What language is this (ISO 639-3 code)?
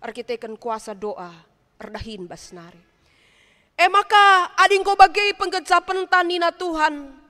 btx